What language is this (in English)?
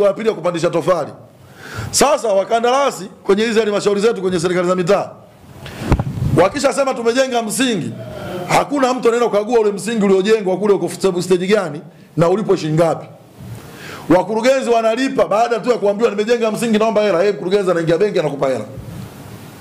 Swahili